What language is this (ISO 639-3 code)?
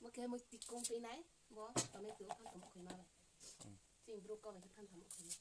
ria